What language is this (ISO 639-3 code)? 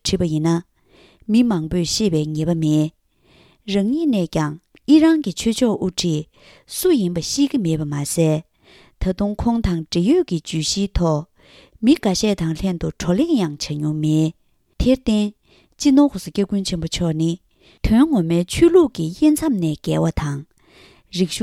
bod